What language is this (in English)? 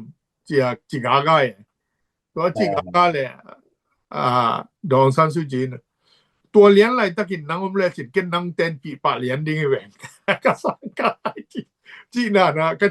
Tedim Chin